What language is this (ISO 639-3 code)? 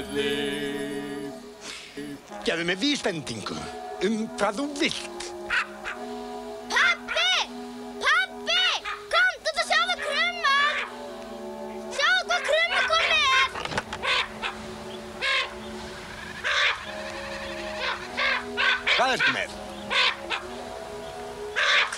isl